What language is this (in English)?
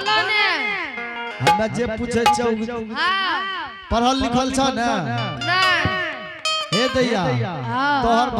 Angika